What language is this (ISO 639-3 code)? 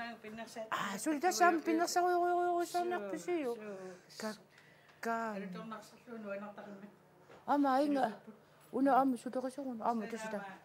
kal